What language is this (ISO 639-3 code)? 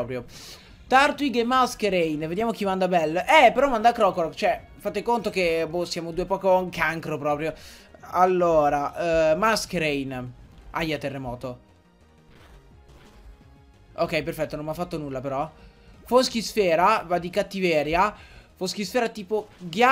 ita